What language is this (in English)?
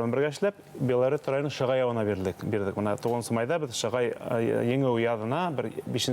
Bashkir